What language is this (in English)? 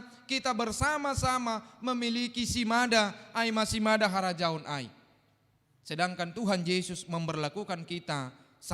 Batak Simalungun